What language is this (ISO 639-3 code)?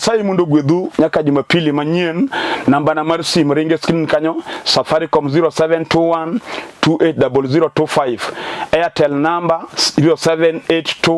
luo